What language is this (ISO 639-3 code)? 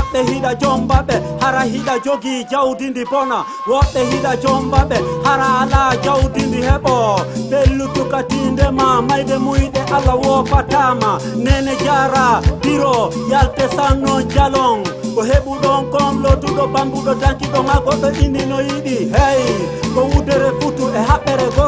ful